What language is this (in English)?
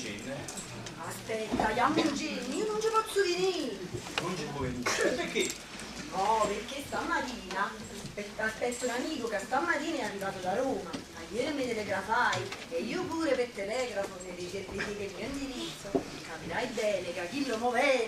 Neapolitan